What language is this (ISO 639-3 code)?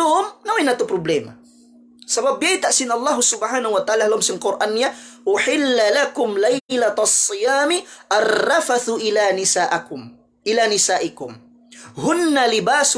tsg